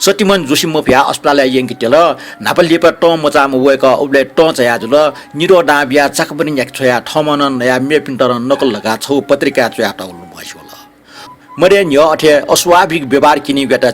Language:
Newari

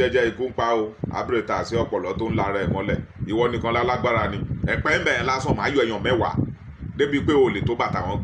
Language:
Yoruba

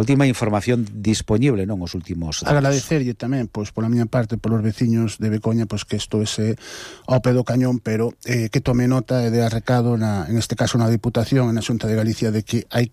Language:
Galician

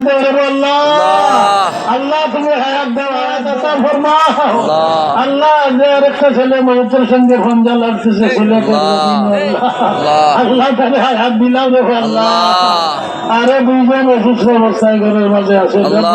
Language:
Sylheti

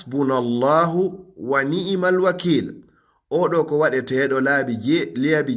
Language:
Fula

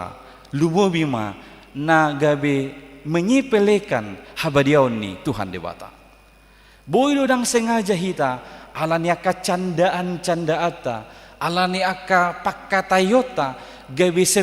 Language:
Batak Toba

